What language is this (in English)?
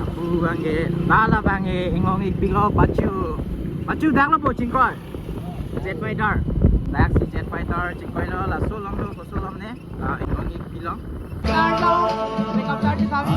Karbi